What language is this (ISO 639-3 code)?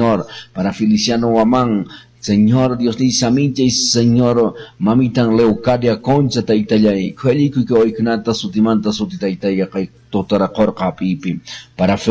que